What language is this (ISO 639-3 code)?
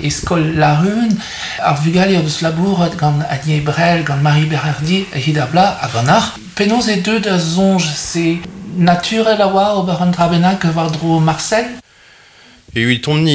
bre